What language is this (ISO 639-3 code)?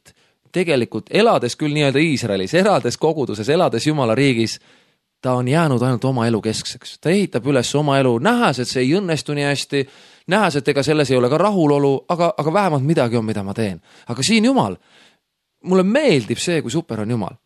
est